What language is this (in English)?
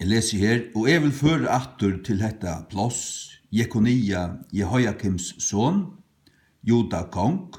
Faroese